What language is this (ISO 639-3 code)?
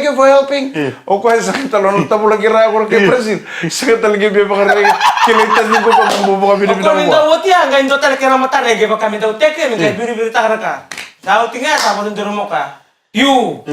fij